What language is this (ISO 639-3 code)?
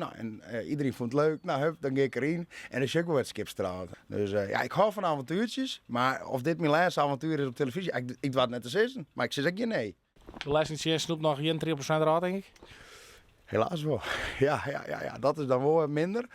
fry